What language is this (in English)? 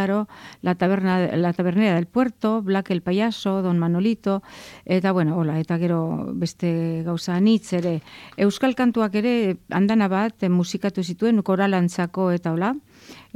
Basque